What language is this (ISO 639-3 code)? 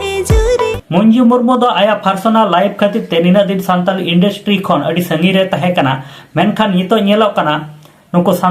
sat